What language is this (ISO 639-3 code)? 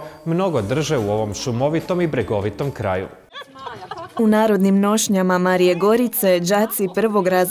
hrv